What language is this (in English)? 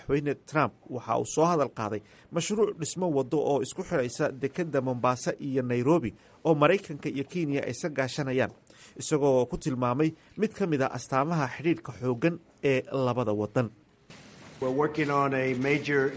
Somali